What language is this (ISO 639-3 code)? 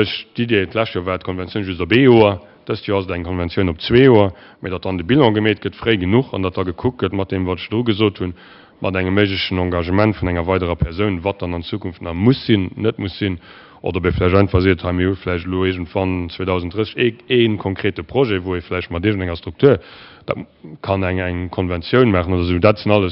ltz